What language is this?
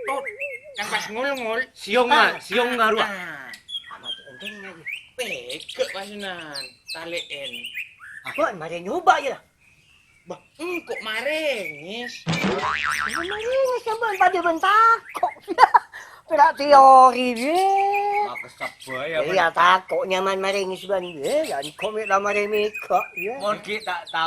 Madurese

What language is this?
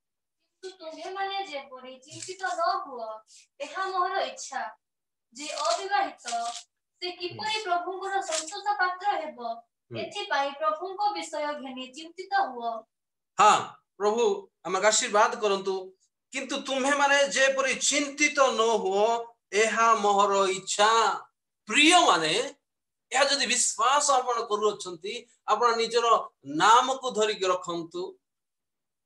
Odia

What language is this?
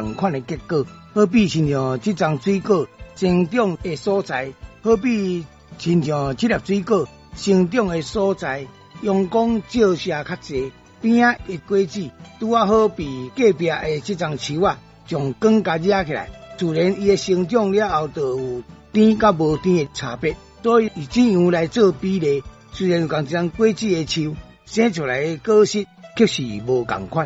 Min Nan Chinese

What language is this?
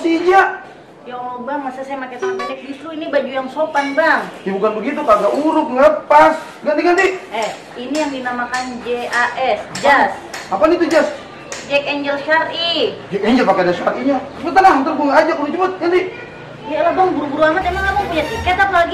Betawi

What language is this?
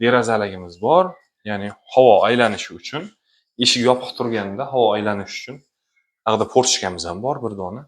Uzbek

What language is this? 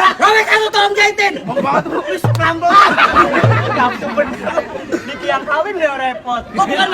Betawi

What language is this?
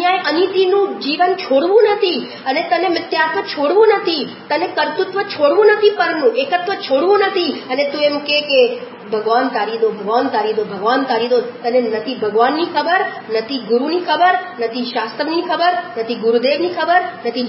Gujarati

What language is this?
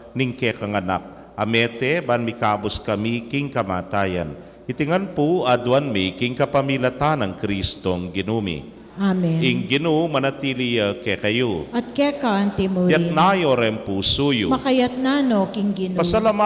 Pampanga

